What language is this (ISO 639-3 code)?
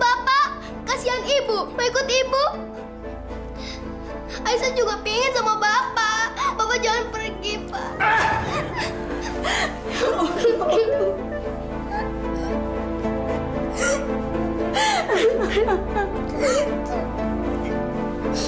ind